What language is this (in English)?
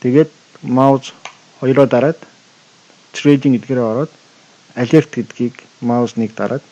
Mongolian